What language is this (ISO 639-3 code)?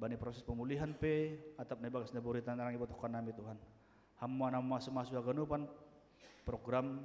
bts